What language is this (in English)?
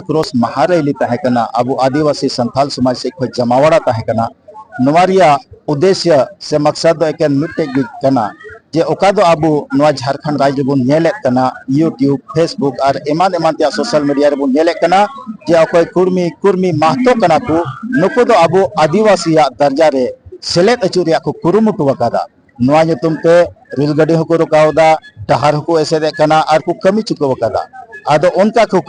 Santali